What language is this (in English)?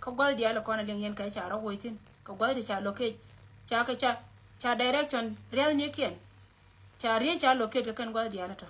Nuer